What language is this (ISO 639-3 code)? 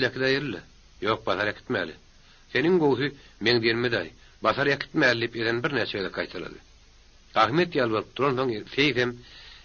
tuk